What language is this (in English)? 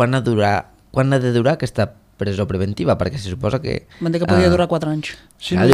Catalan